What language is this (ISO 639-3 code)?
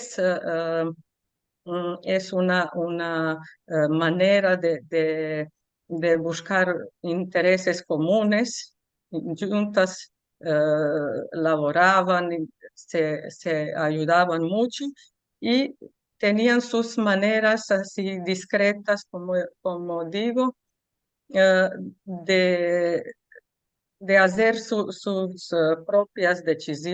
lad